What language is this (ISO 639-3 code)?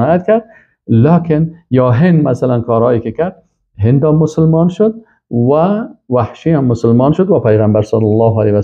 fas